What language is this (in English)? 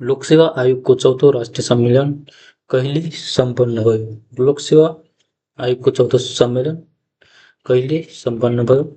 Nepali